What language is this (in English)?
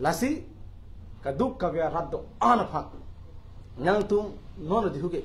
Karbi